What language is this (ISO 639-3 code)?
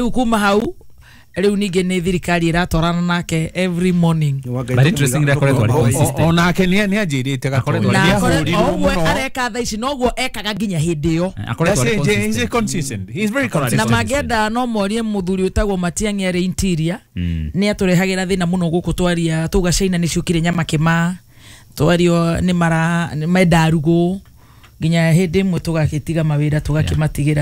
kik